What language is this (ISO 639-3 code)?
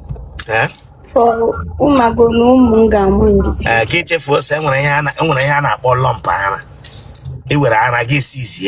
ibo